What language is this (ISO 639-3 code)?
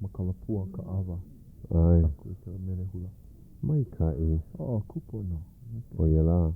haw